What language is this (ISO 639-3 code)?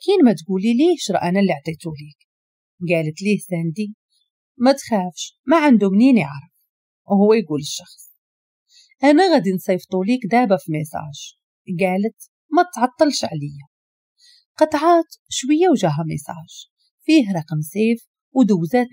ary